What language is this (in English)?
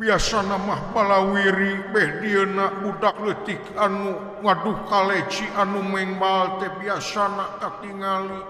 Sundanese